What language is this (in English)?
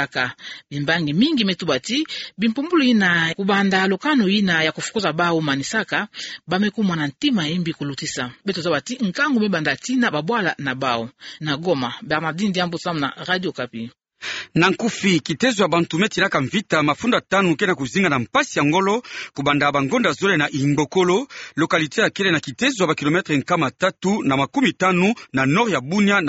Kituba (Democratic Republic of Congo)